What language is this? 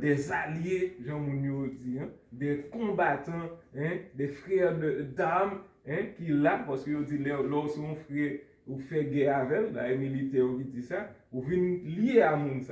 Haitian Creole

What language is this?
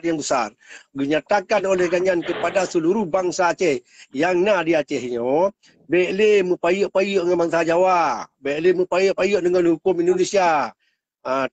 Achinese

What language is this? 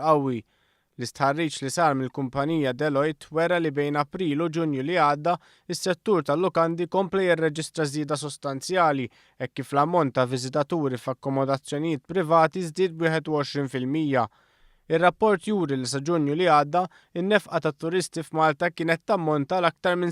Maltese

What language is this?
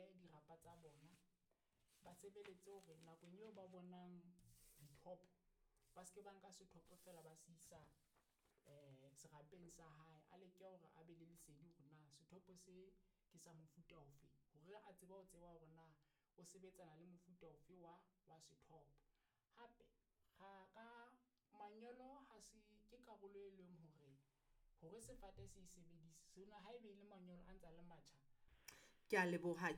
Southern Sotho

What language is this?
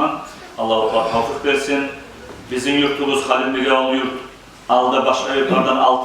Kumyk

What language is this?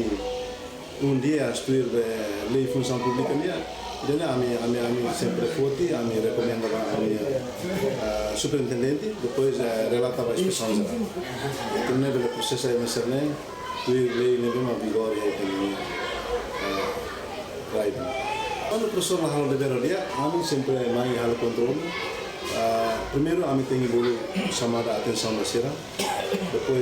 Tetum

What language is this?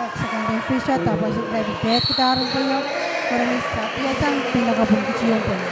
Pohnpeian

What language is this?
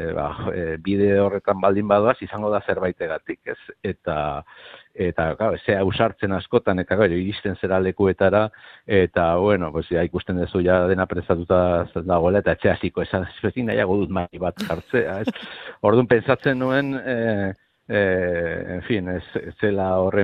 Basque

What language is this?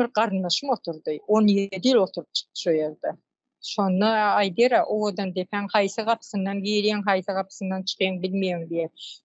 Turkmen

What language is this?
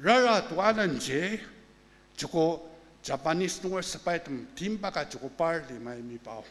Ao Naga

